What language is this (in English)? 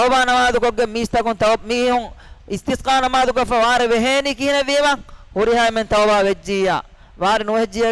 Divehi